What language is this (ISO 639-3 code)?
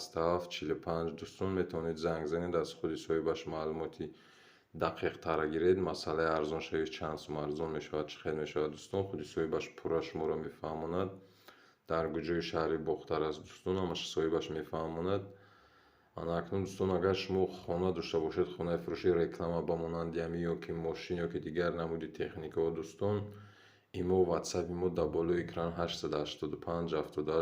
tgk